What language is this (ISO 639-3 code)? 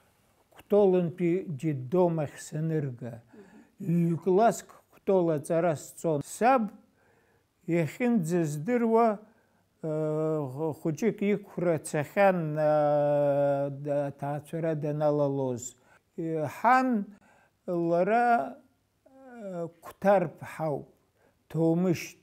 abk